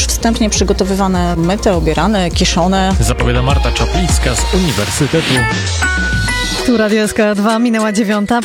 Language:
Polish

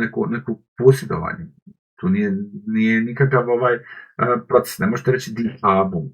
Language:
Bosnian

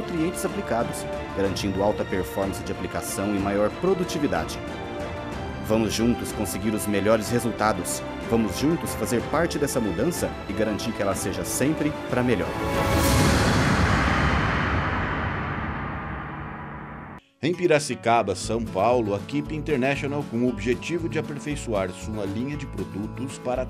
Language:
Portuguese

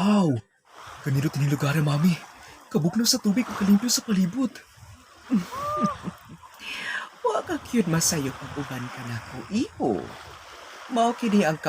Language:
Cebuano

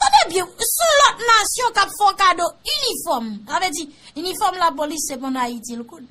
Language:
Haitian Creole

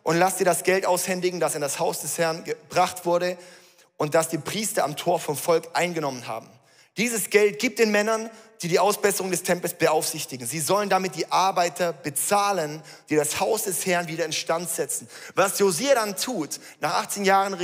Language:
Swiss German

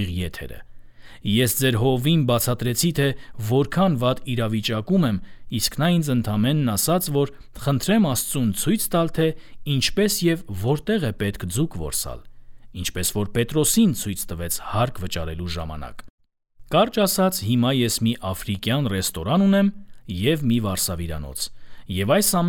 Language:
Armenian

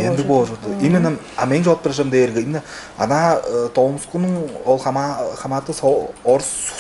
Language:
Tuvinian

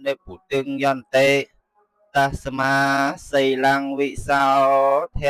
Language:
Khmer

